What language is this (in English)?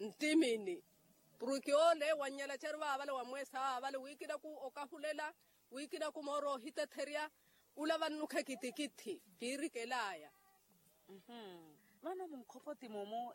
Makhuwa